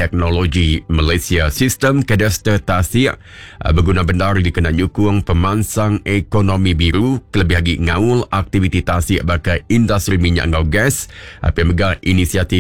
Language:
Iban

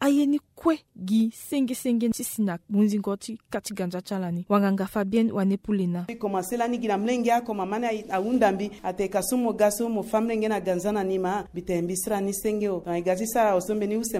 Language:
Sango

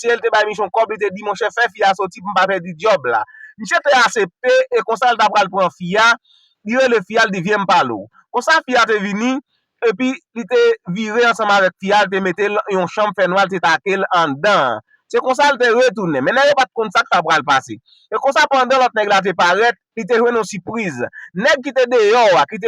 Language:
Haitian Creole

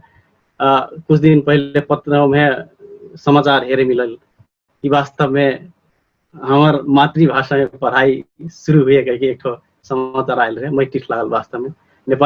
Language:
Dangaura Tharu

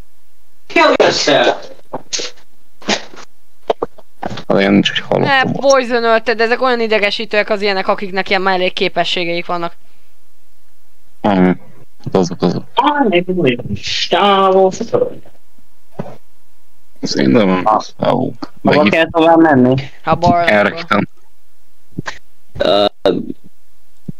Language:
Hungarian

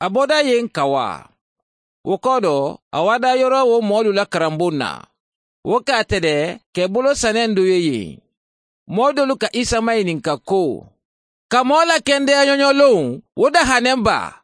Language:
Mandingo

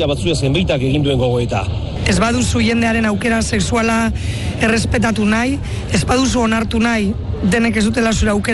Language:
Basque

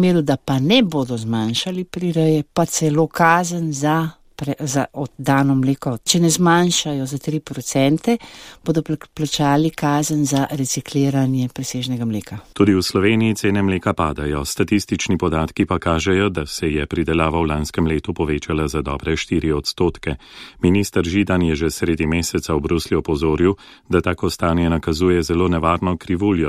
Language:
Slovenian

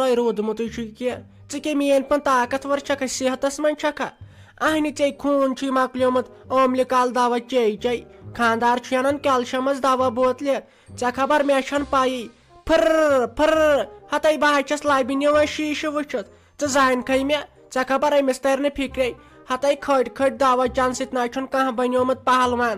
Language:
Kashmiri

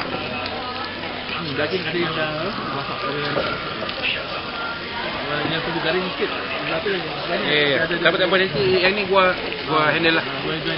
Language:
Malay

